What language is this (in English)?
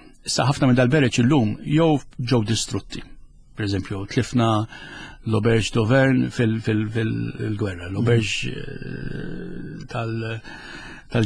Maltese